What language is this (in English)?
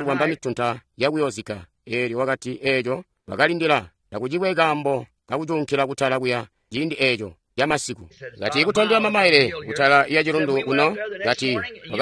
Tonga (Zambia)